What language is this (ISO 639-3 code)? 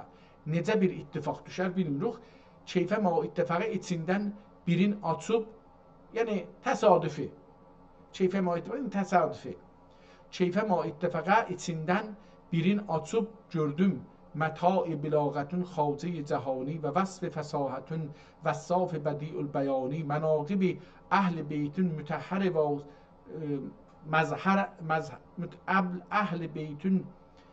azb